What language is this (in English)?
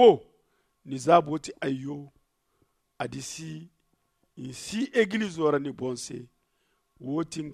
Zarma